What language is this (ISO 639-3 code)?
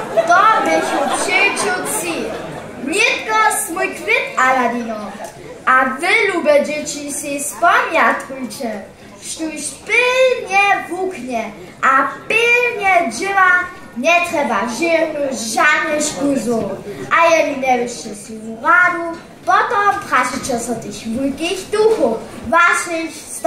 hsb